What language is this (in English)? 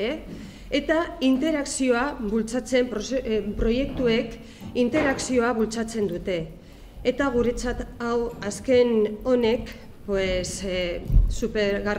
Basque